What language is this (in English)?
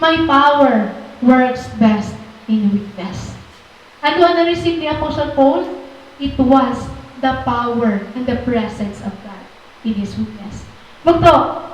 Waray